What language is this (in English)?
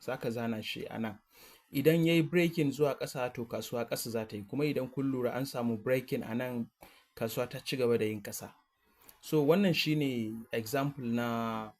Hausa